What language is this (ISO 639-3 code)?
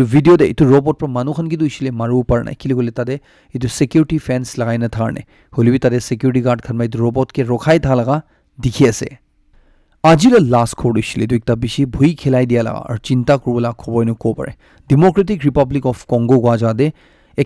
nag